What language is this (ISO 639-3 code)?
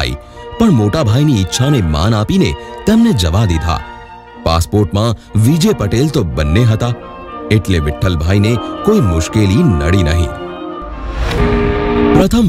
guj